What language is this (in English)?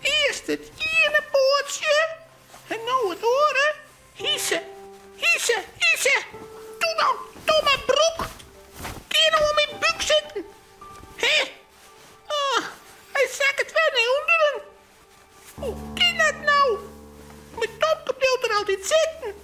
Western Frisian